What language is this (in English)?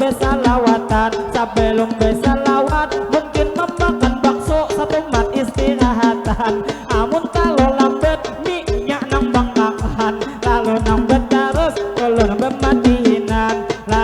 Banjar